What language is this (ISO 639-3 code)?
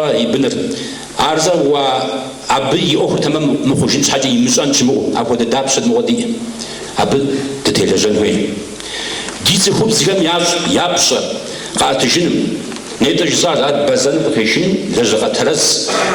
kbd